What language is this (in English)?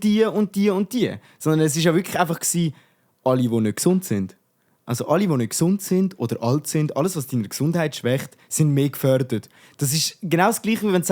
Swiss German